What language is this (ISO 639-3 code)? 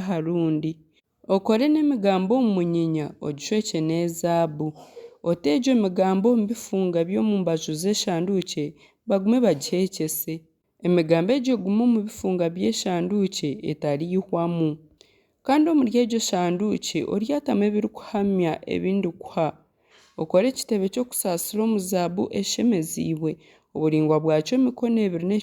nyn